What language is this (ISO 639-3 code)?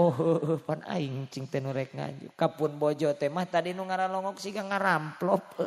sun